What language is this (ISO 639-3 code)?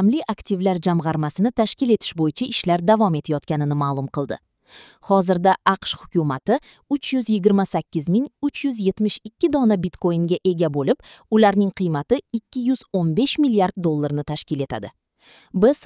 uzb